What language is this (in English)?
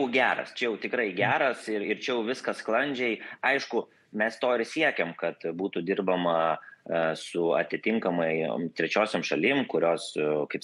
Lithuanian